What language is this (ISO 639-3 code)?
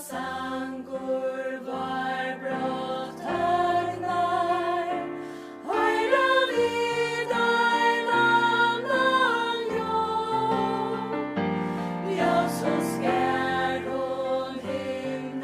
fao